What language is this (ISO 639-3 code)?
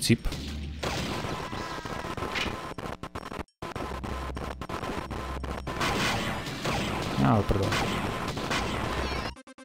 slk